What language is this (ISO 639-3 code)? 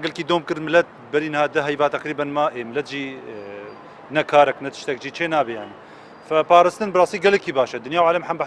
kur